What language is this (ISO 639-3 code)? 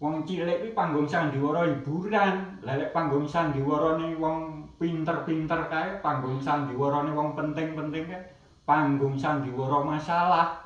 jav